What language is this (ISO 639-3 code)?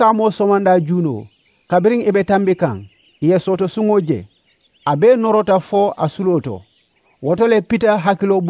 man